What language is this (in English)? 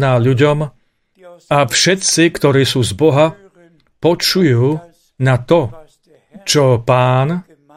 Slovak